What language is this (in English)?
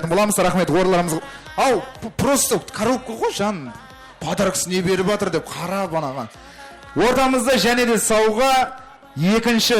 Kara-Kalpak